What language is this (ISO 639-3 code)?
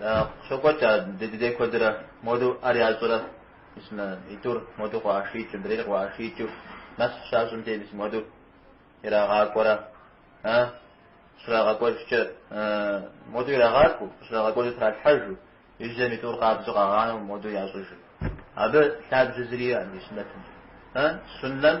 kbd